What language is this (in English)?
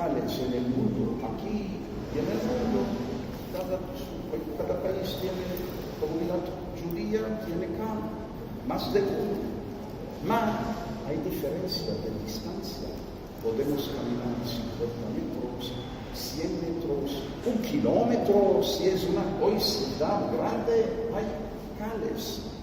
Ladino